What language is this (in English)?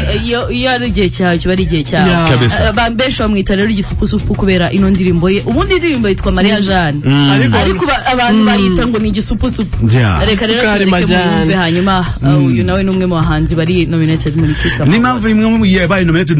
Kinyarwanda